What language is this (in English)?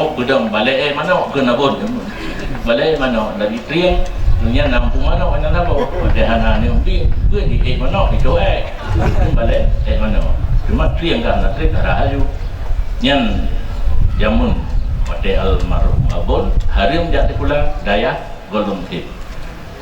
Achinese